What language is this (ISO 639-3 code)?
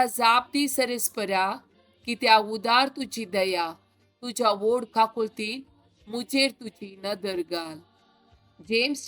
kok